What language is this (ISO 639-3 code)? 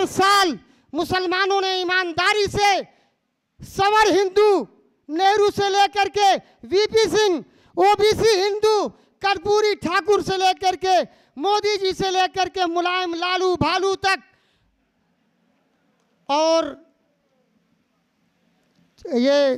hin